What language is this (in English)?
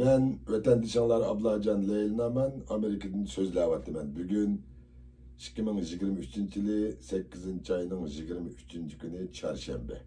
Uyghur